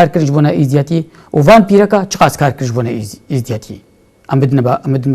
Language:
Kurdish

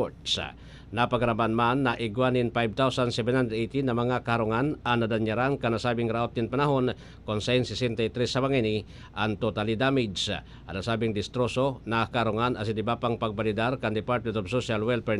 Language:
Bikol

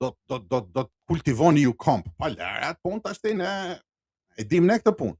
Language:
Albanian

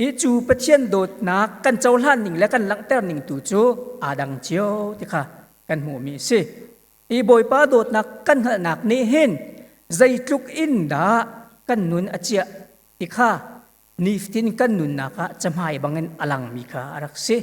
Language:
Hakha Chin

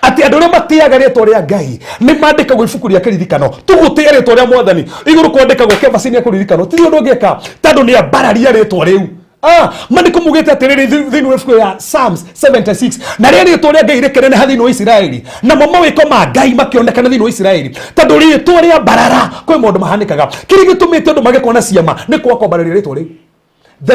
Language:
Kikuyu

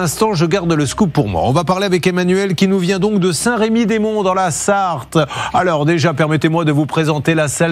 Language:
French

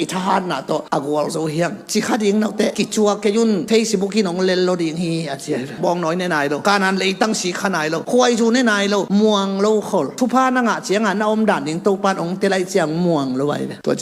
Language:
Tedim Chin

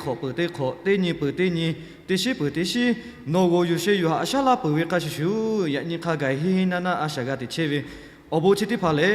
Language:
Lahu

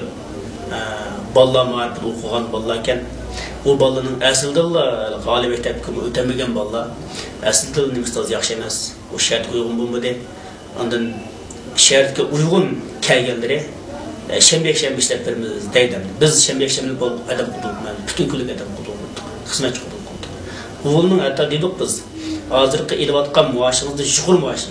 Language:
Uyghur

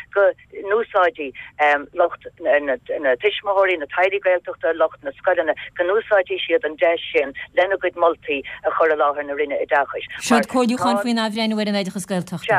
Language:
Irish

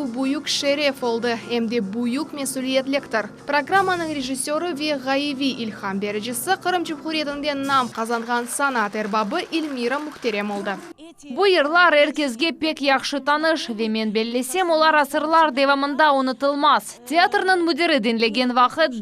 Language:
Crimean Tatar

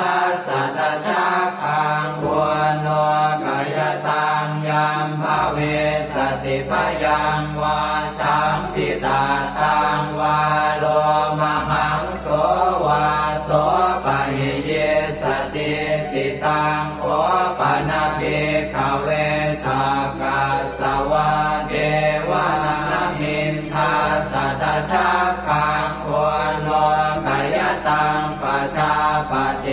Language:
Pali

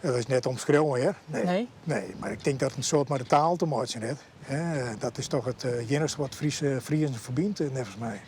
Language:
Western Frisian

